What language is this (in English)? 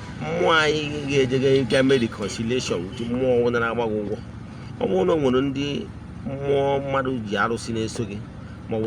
Igbo